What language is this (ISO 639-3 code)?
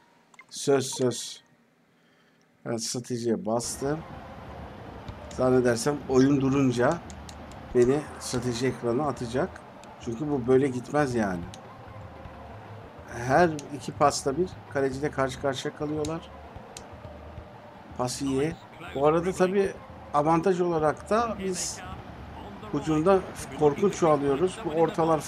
tur